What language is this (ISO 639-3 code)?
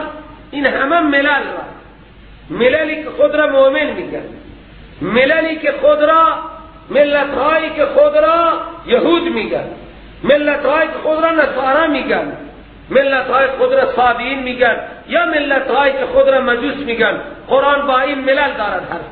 fas